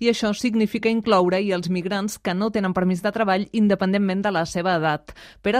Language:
Catalan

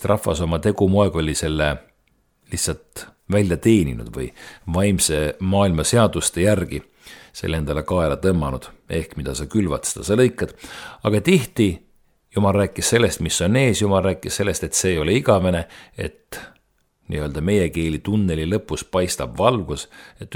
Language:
Estonian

